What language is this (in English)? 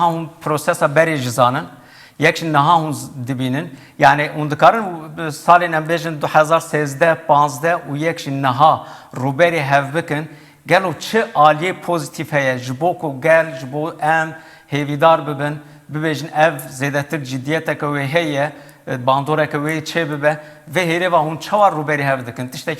Kurdish